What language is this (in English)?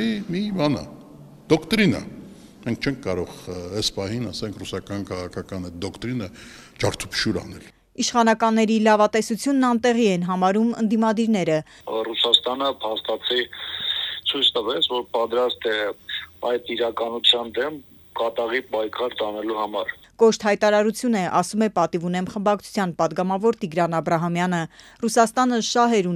Armenian